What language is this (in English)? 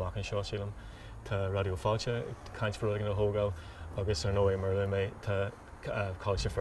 Irish